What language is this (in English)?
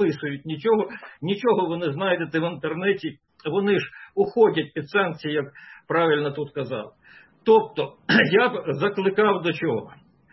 Ukrainian